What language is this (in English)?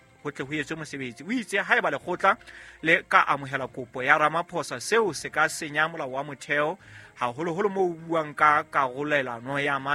Southern Sotho